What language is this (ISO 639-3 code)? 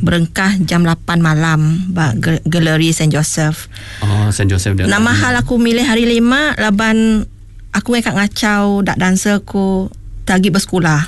iba